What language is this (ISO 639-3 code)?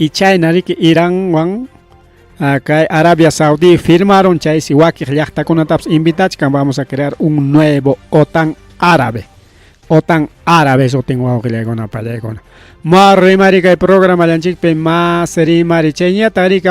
quy